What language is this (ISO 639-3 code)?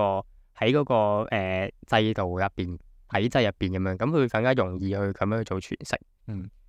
yue